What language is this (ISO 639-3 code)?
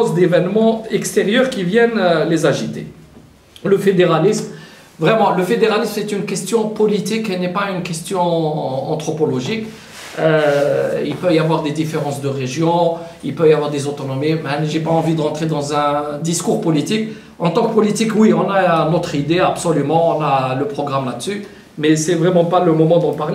fra